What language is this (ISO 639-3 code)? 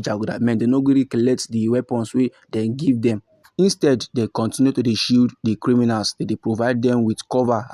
pcm